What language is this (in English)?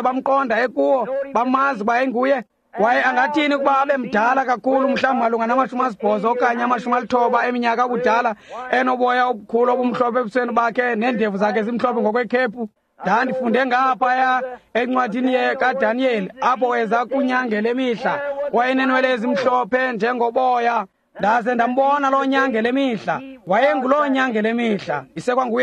Xhosa